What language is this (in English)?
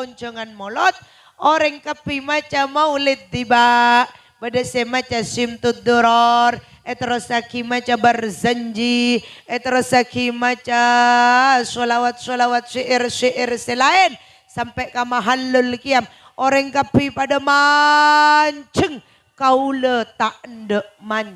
Madurese